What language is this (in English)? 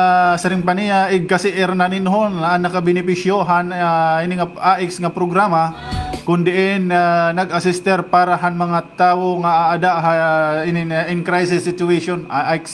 Waray